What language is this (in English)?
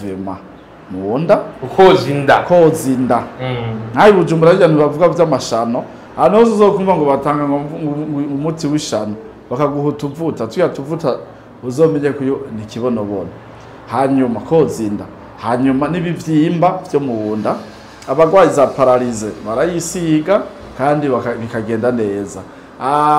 Rundi